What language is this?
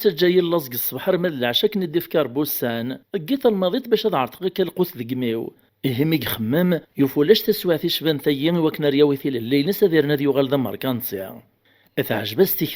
Kabyle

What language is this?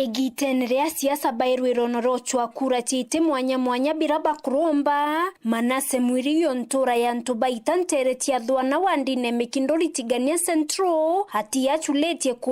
Meru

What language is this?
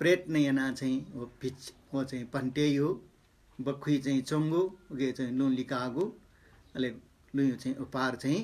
Newari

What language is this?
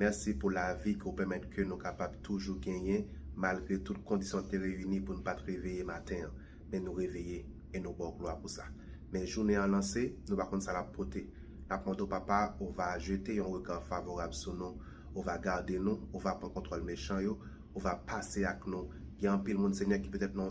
Haitian Creole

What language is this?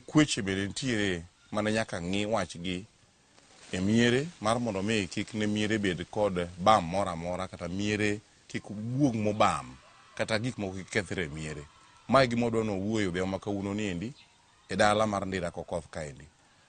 Luo (Kenya and Tanzania)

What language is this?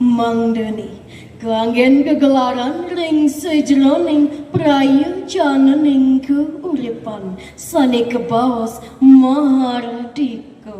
Balinese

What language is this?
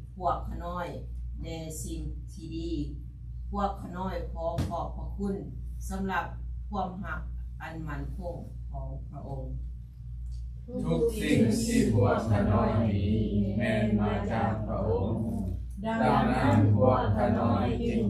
Lao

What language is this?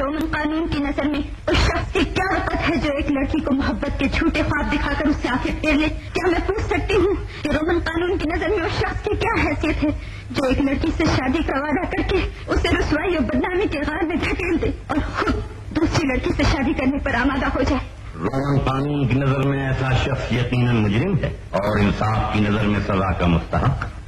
Urdu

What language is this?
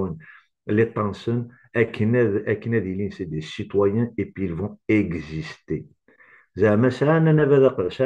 Kabyle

